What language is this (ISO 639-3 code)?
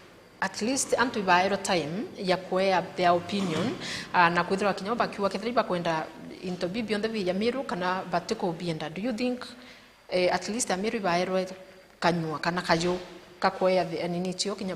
mer